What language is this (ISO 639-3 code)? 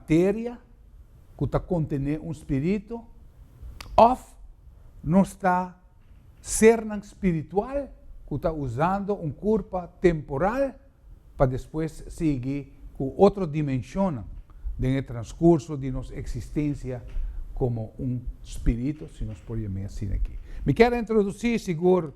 pap